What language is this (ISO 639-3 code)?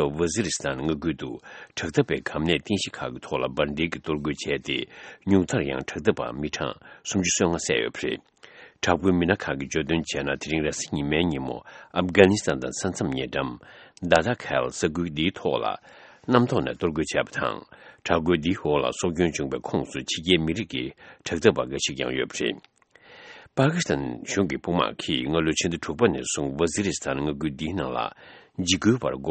bod